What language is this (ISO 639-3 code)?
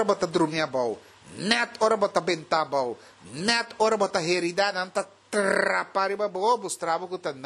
pap